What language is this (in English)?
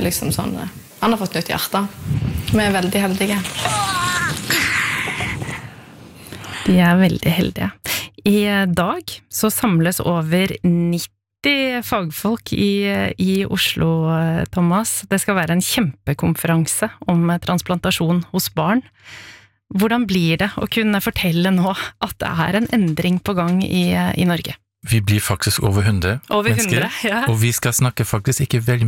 Norwegian